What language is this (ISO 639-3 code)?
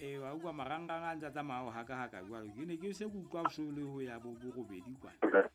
sot